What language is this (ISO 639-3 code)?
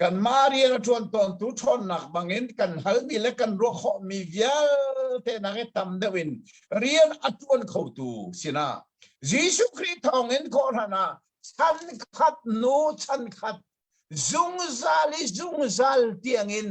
cnh